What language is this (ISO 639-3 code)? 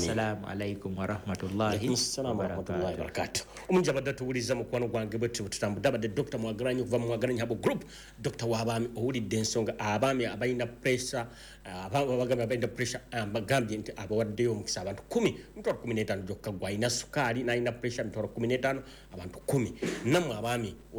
lug